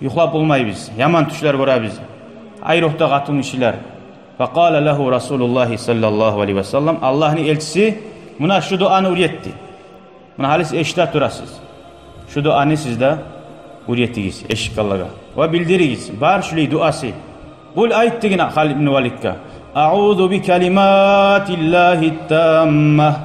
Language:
Kumyk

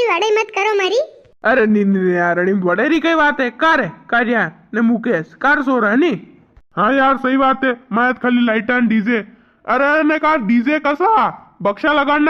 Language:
Rajasthani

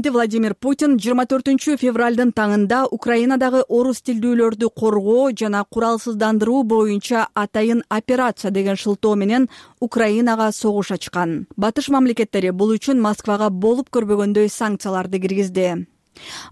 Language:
Kyrgyz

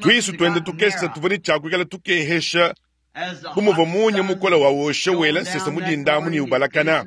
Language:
Luba-Lulua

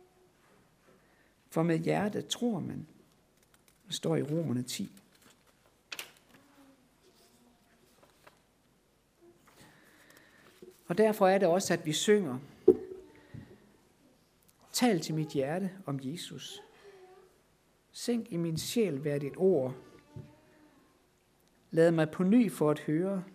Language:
Danish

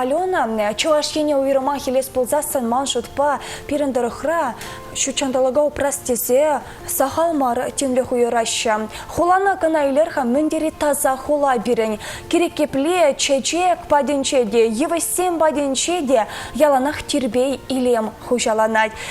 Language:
Chuvash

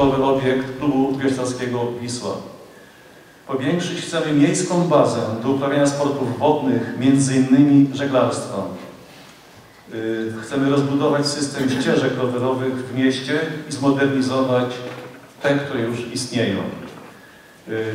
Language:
Polish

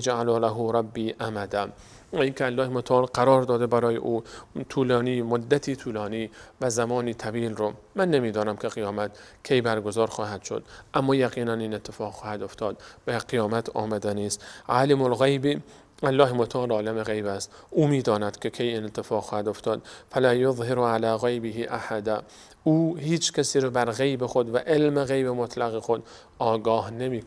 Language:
Persian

